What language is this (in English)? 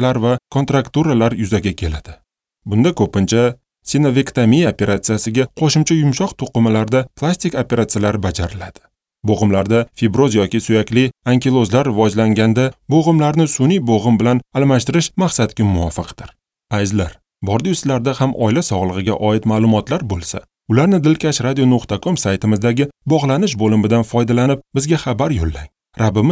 Uzbek